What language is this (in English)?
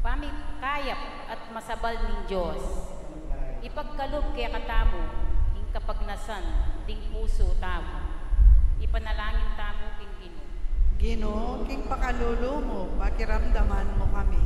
Pampanga